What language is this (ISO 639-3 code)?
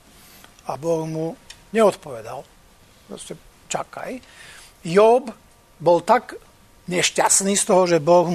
slk